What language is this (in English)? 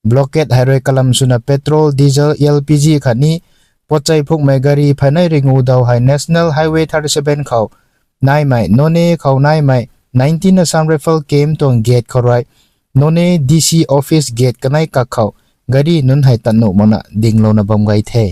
Rongmei Naga